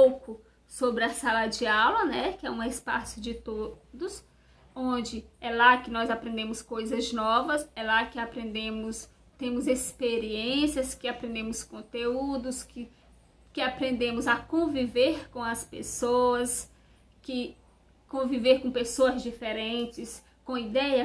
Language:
Portuguese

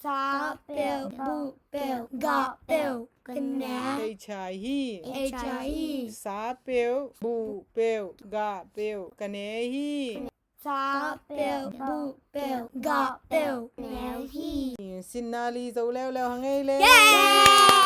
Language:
Tedim Chin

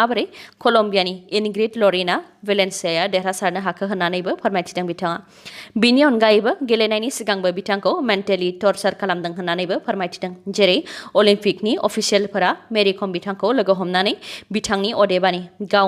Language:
Bodo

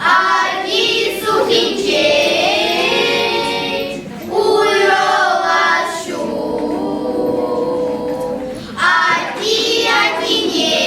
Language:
Chuvash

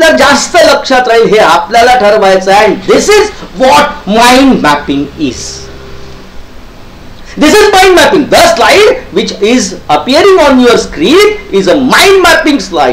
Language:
Marathi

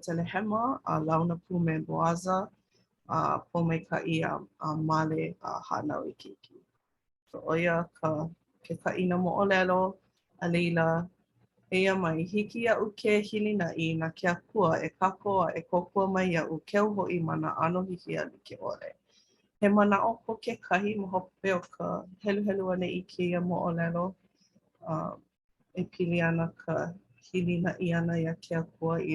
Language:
Hawaiian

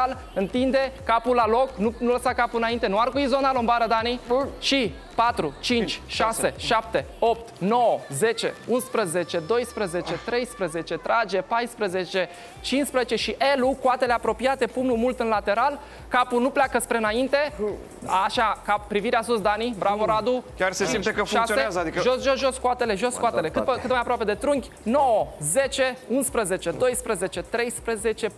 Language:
Romanian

